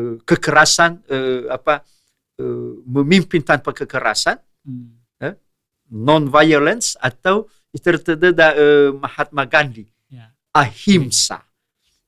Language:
Nias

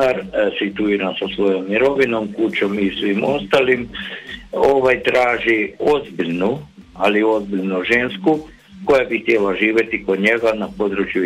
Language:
Croatian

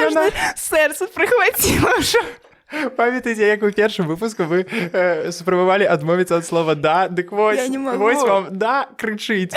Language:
Belarusian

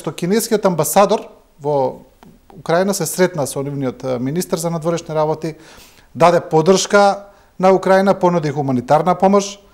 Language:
Macedonian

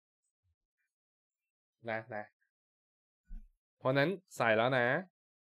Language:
Thai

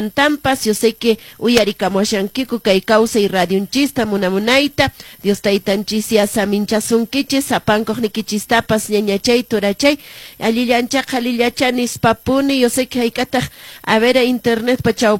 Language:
Quechua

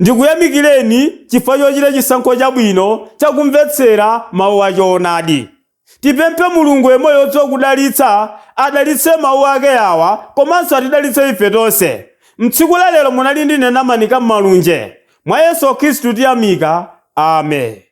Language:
Nyanja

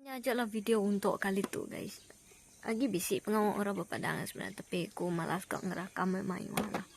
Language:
Iban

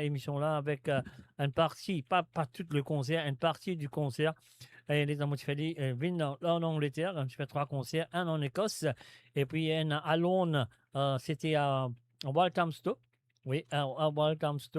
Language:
Morisyen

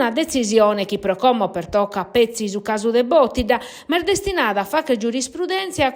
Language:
Sardinian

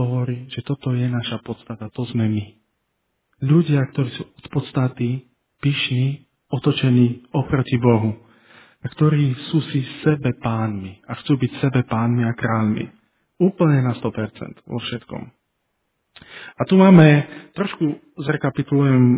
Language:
Slovak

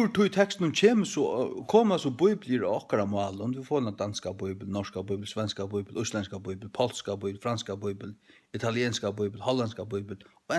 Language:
Faroese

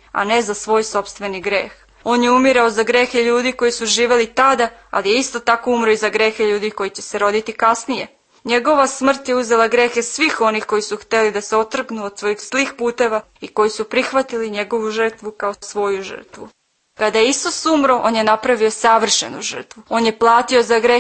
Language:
Serbian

